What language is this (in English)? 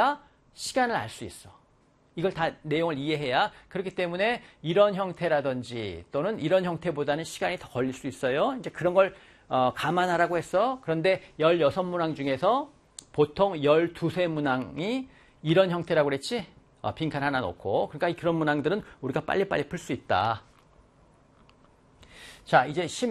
Korean